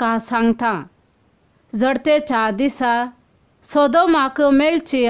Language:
Konkani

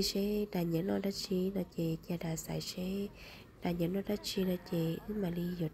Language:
Hmong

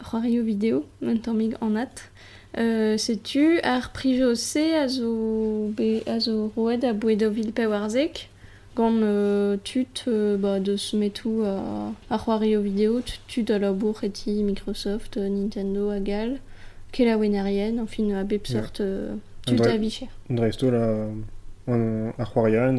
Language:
Breton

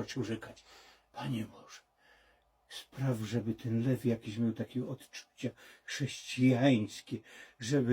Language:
Silesian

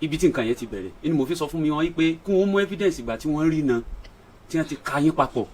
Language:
Yoruba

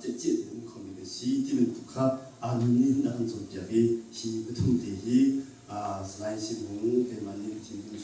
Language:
Hakha Chin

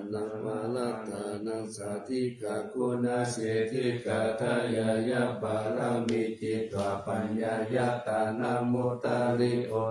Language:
Pali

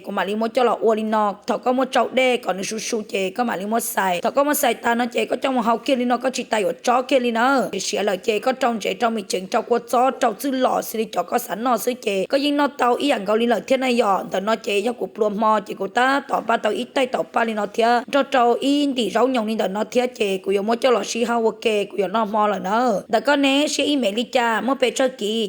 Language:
Hmong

